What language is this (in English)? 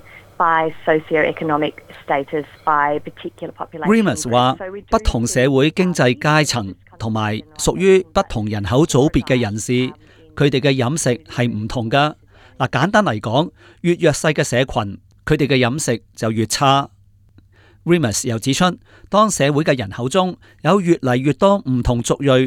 Cantonese